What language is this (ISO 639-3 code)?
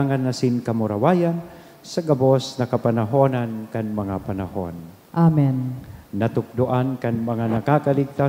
bik